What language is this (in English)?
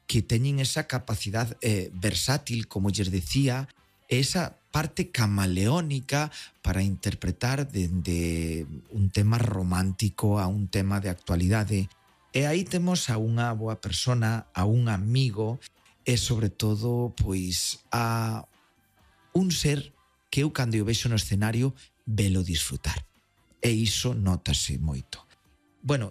Galician